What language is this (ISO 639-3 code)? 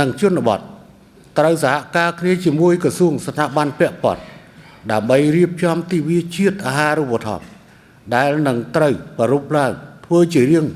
khm